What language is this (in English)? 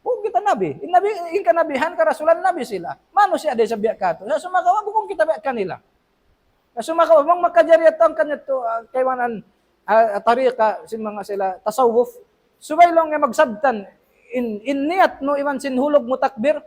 Tausug